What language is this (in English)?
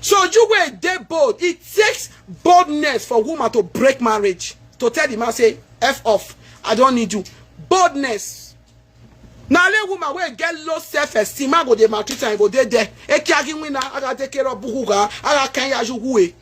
Nigerian Pidgin